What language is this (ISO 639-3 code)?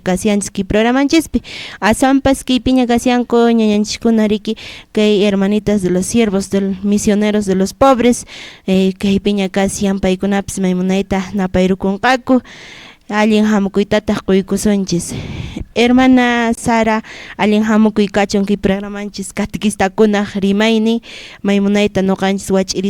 que